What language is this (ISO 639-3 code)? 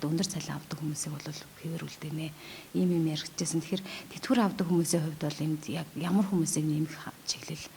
mon